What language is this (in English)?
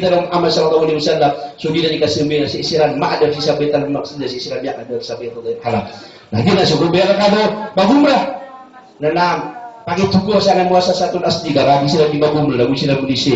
Maranao